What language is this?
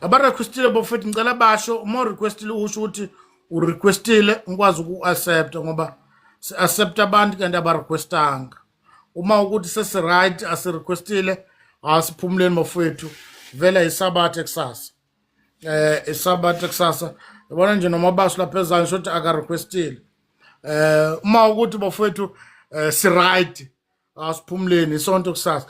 Zulu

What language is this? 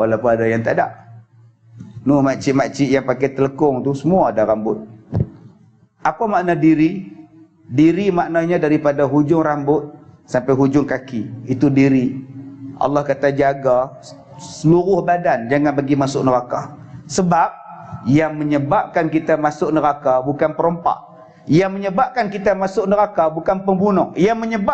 Malay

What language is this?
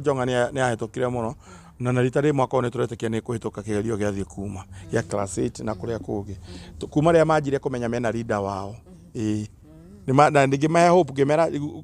Kikuyu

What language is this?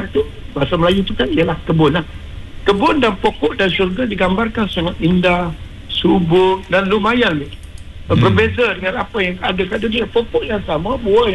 Malay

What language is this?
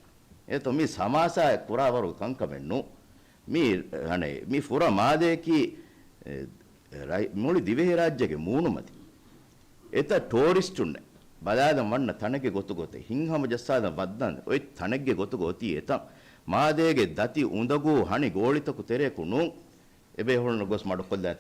Divehi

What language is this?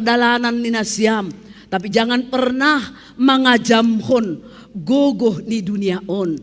Batak Simalungun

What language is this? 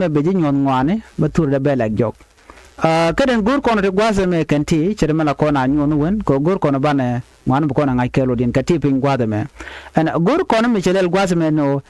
Nuer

